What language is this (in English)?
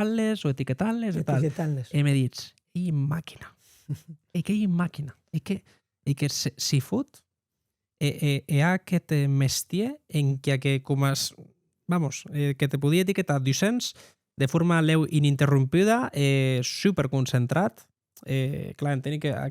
Occitan